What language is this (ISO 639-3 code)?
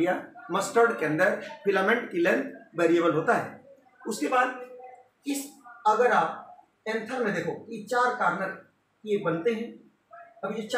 hin